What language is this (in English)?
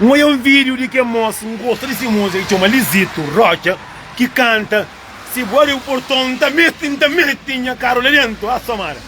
Kabuverdianu